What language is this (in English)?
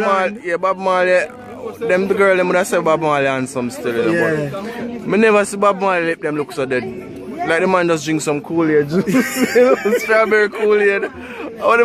Jamaican Creole English